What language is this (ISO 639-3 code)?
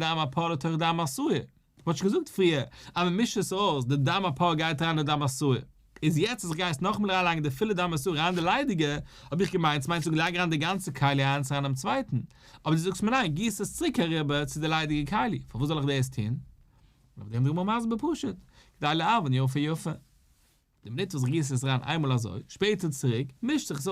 yid